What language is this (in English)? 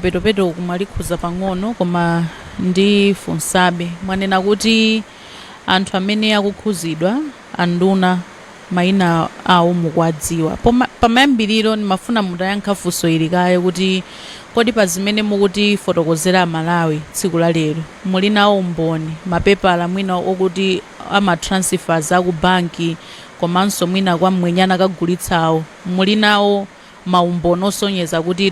Nyanja